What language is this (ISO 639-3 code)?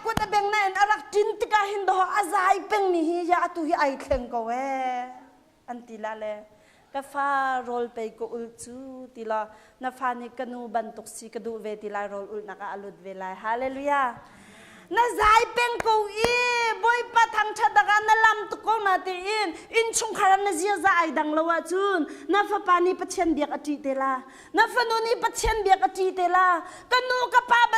cnh